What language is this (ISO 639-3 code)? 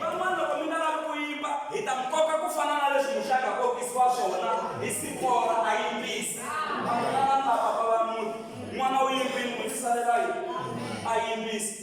tso